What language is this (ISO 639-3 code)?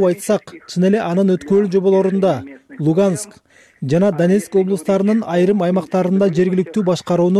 kir